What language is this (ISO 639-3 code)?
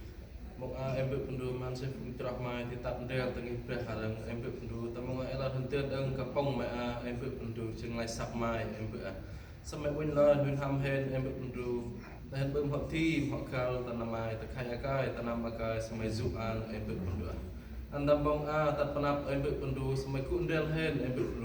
cmo